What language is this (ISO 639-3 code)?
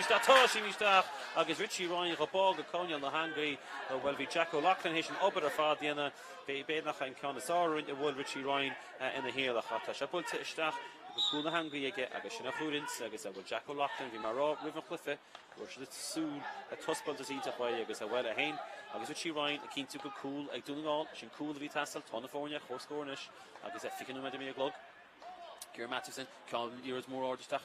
gle